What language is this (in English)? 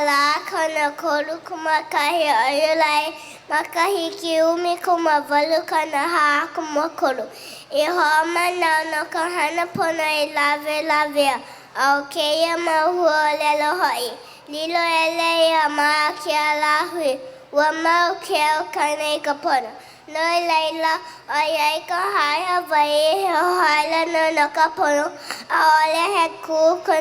Hawaiian